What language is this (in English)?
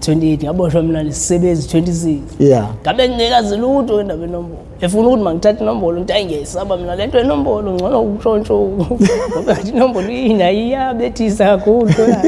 Zulu